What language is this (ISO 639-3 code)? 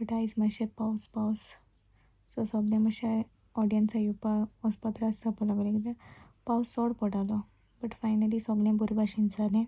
kok